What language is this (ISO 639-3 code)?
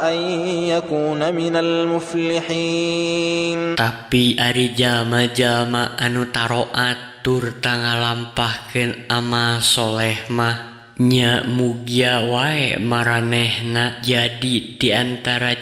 sun